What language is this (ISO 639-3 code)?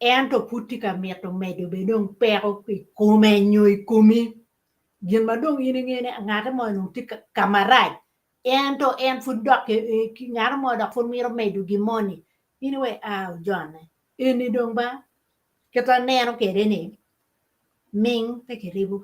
ach